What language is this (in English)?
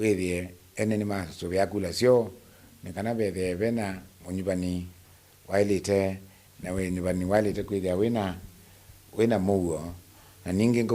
Kamba